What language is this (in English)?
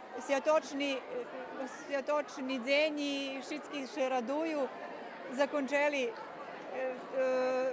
Rusyn